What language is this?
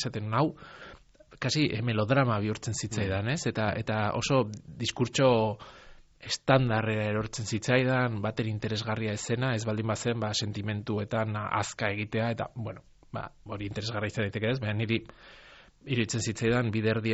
Basque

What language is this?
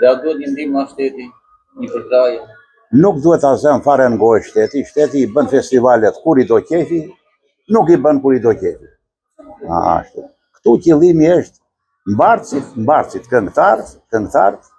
Albanian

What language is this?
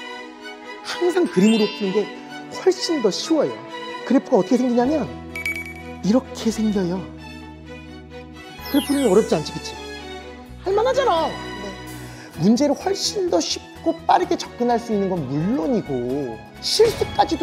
Korean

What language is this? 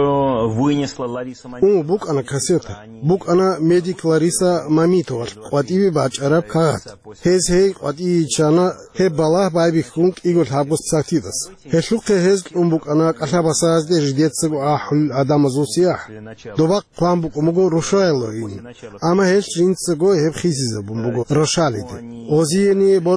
Avaric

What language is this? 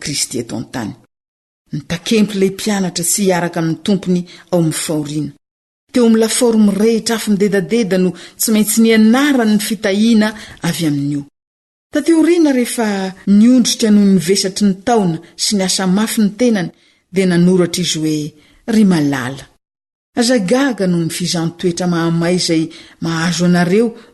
Malagasy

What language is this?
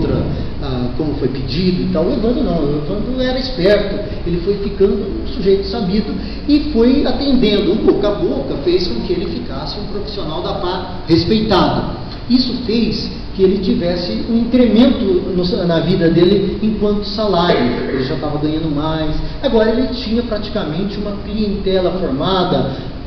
Portuguese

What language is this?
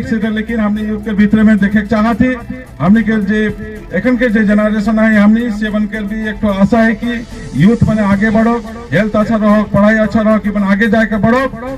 Sadri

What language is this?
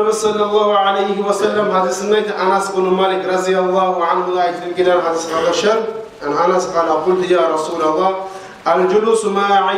Kumyk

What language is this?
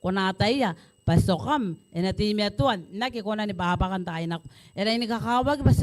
Gilbertese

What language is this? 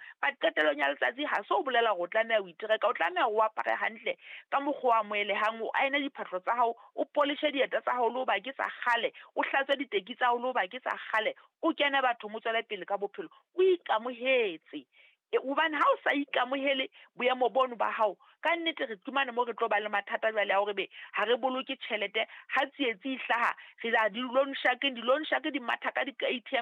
Southern Sotho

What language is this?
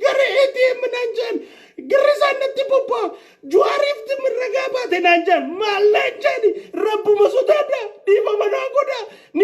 Oromo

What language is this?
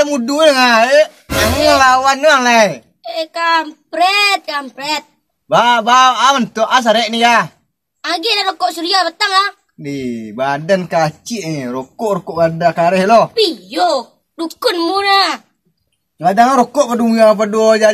Minangkabau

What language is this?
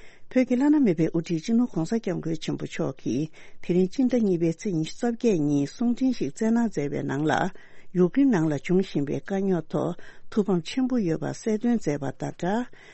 Tibetan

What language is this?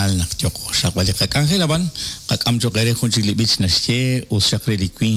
Kekchí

